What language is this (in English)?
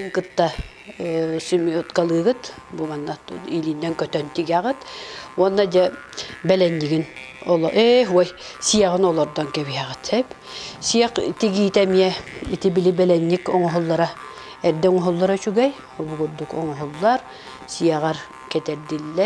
Yakut